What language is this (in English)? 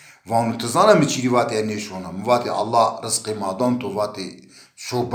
Zaza